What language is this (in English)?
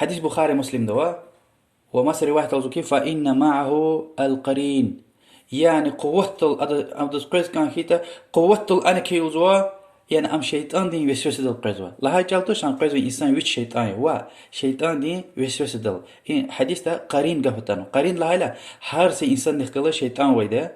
Lezghian